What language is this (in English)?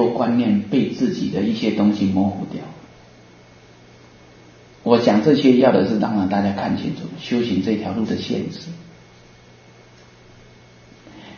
Chinese